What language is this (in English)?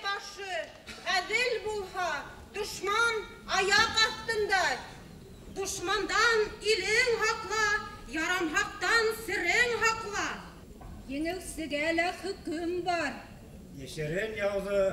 Bashkir